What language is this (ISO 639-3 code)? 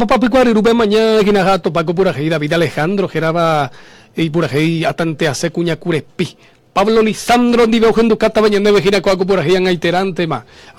grn